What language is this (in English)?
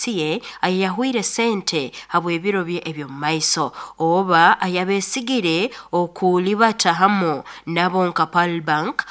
Nyoro